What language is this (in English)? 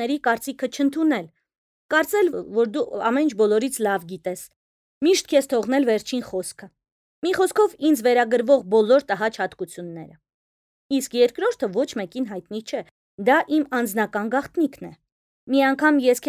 Armenian